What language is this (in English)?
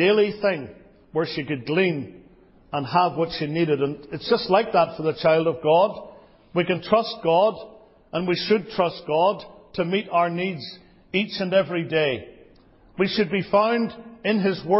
English